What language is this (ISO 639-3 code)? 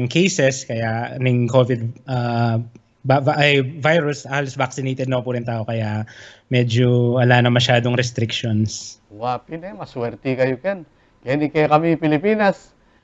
pam